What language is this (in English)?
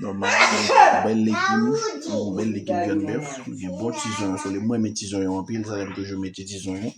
Haitian Creole